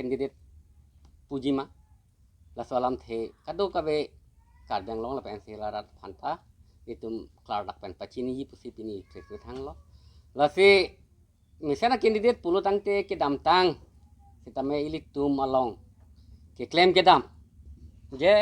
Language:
Karbi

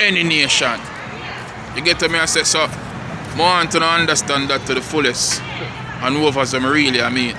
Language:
Jamaican Creole English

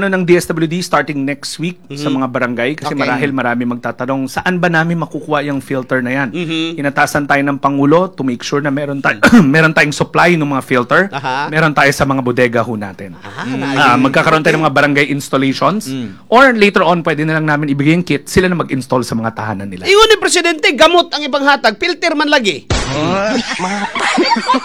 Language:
Filipino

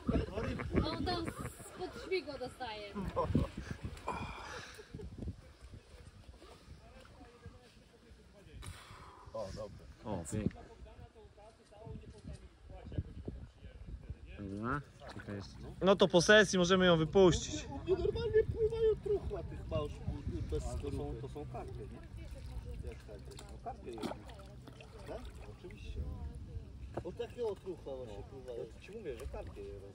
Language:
Polish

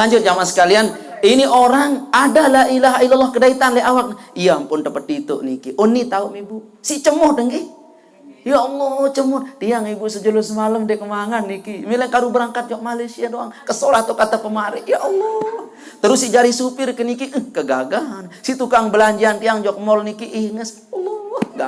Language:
Sasak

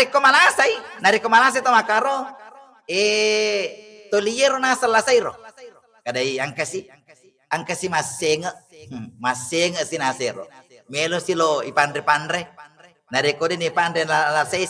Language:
Buginese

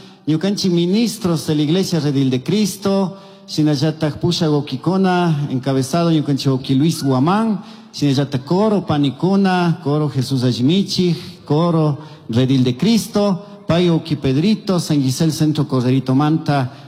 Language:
Chimborazo Highland Quichua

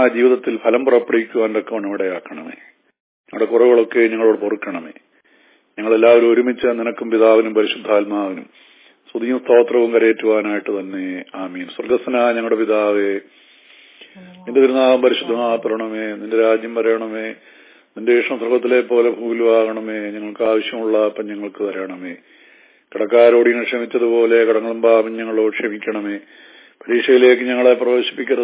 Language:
Malayalam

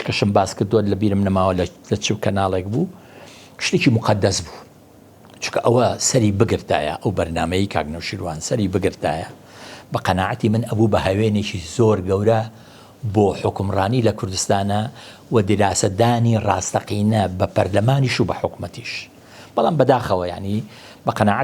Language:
Central Kurdish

